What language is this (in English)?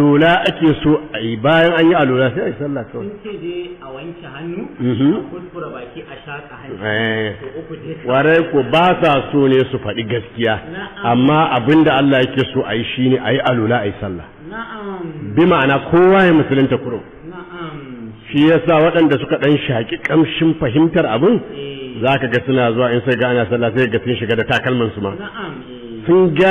Hausa